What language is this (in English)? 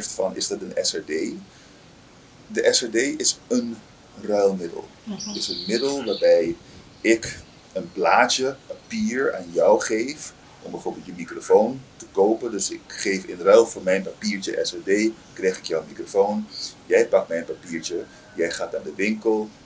Dutch